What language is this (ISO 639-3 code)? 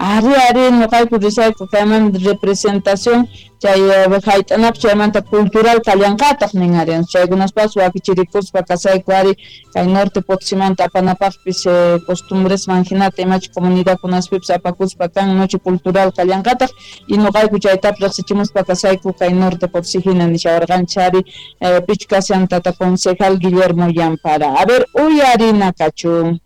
quh